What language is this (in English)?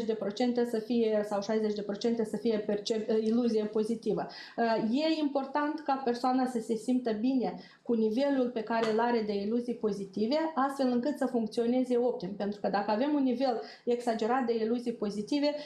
Romanian